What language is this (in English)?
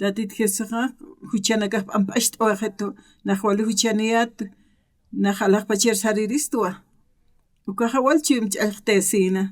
Aymara